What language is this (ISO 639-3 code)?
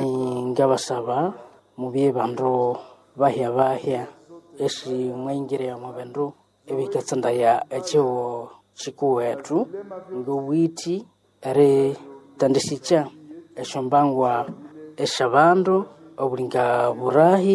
nnb